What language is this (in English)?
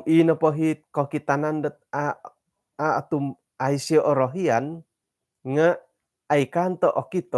Central Dusun